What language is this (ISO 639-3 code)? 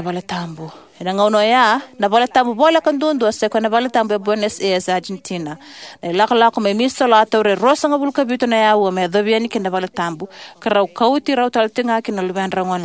fij